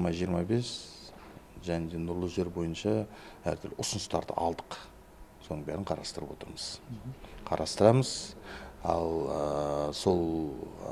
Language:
Kazakh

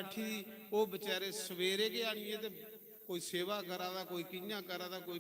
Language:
Dogri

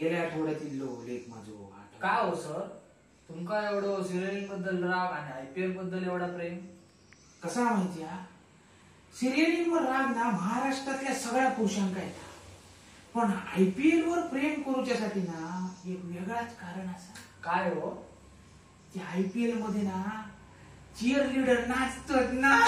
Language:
Konkani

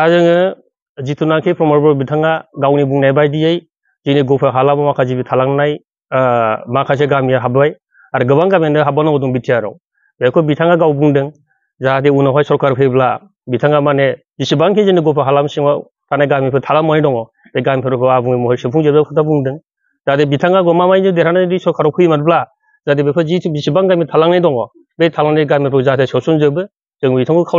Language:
Bodo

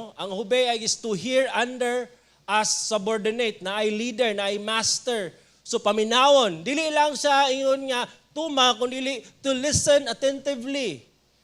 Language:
Cebuano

